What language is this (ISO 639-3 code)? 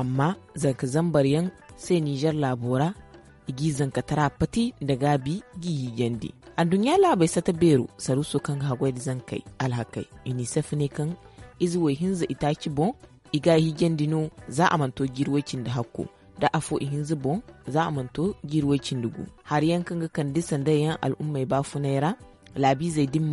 dje